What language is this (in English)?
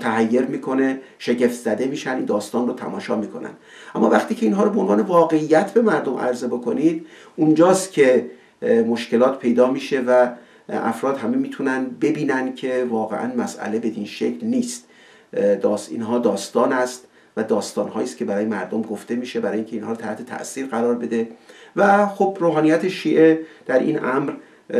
Persian